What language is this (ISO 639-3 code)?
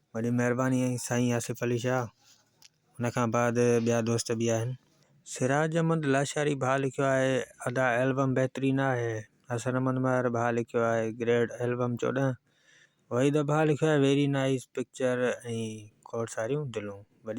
snd